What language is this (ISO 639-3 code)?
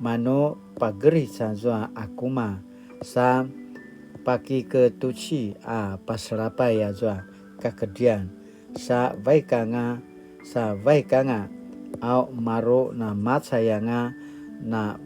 pwn